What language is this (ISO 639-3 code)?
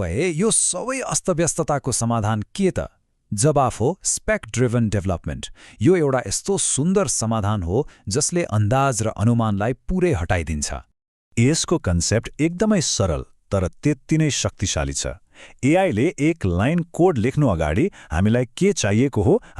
nep